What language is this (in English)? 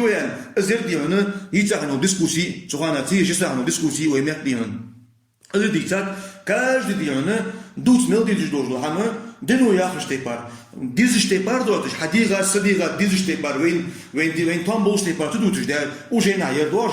Ingush